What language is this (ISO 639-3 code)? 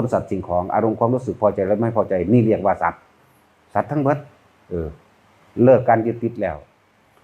tts